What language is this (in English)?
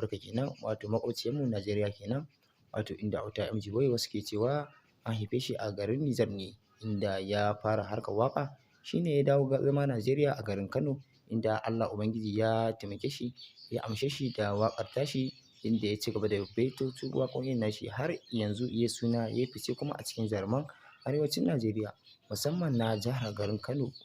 Hausa